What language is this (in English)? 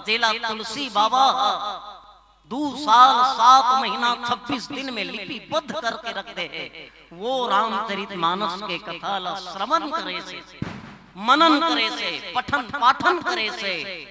Chhattisgarhi